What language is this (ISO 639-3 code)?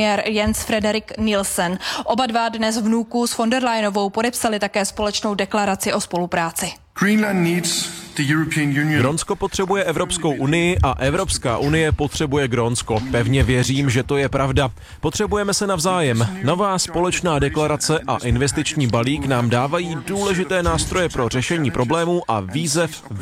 ces